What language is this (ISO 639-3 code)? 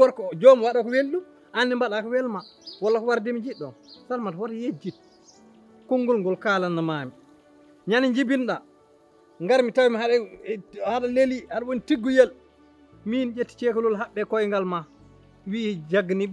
ful